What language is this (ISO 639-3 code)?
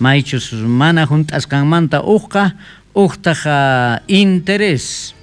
quh